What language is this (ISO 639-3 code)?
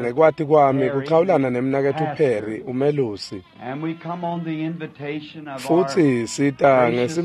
ssw